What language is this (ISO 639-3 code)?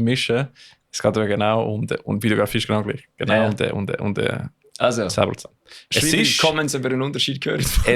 gsw